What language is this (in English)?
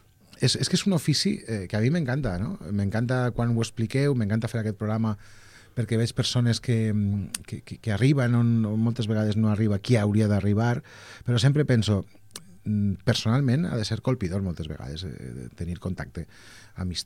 Catalan